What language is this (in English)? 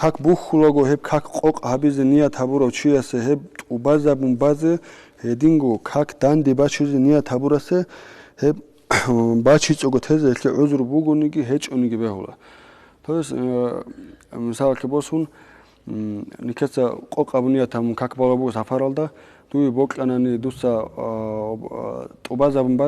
Avaric